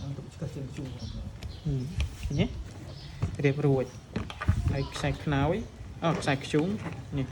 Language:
Khmer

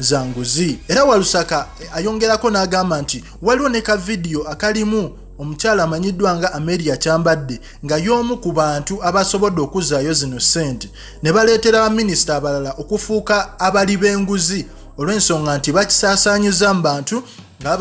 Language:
Ganda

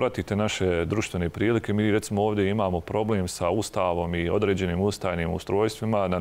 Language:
Bosnian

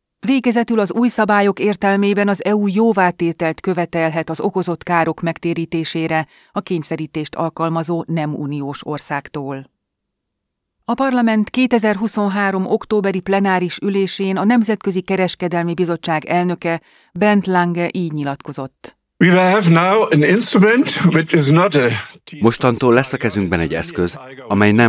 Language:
Hungarian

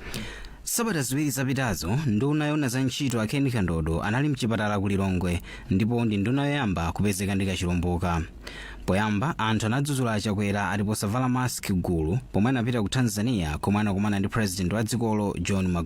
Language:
Nyanja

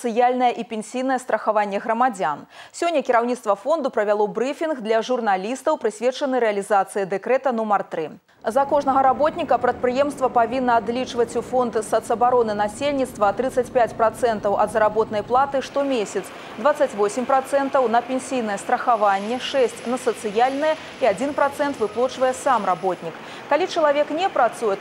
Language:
Belarusian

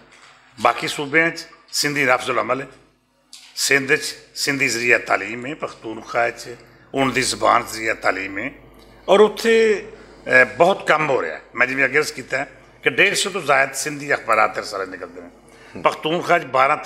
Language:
Western Panjabi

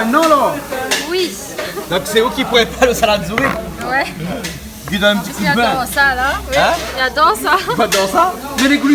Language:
Réunion Creole French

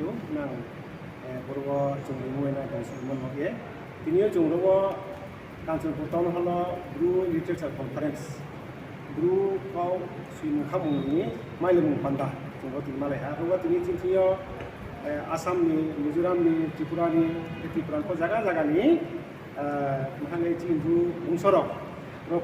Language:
Riang (India)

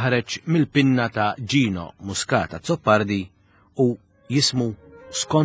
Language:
Maltese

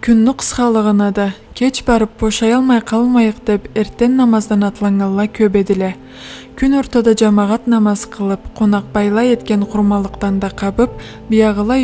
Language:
Karachay-Balkar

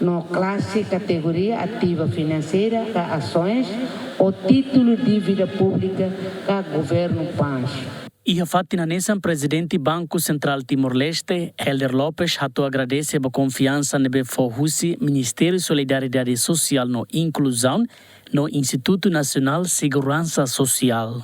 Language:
Tetum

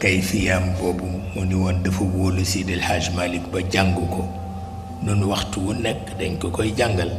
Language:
Wolof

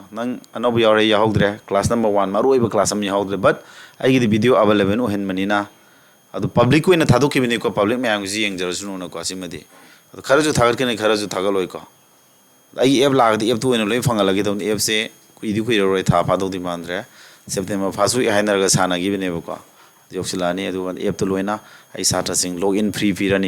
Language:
Manipuri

